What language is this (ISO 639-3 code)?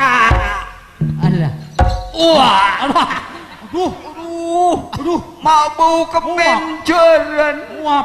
mad